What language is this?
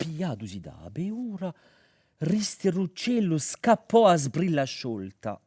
Corsican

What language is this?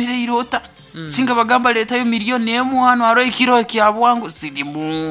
Nyoro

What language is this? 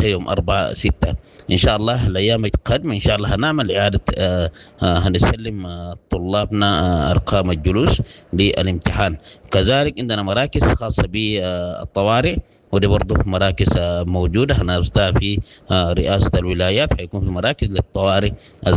Sudanese Arabic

